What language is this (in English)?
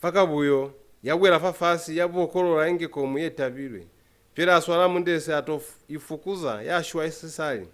Lozi